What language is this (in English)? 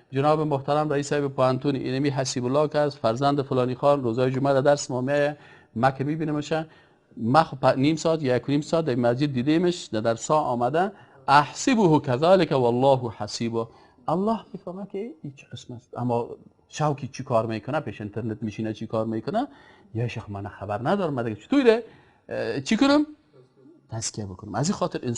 Persian